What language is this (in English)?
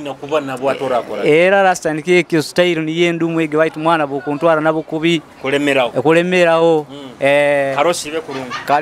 Nyoro